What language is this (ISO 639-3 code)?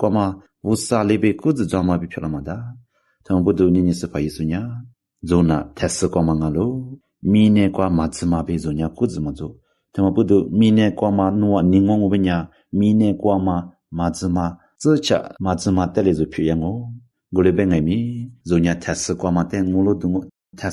lis